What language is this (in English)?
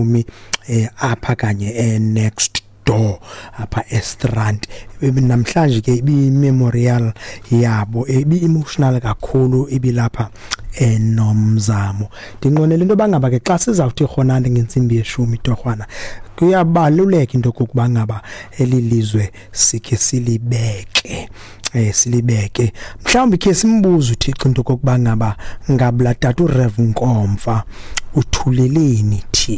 Xhosa